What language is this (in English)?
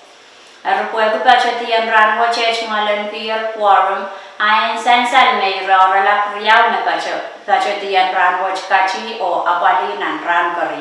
Pohnpeian